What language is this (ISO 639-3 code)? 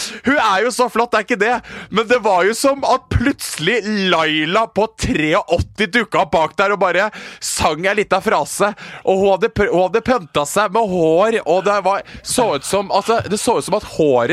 nor